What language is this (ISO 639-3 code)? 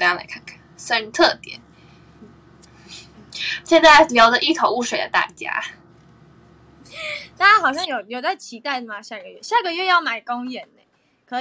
zho